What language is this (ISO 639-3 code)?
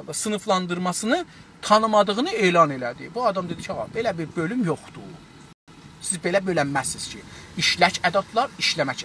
azb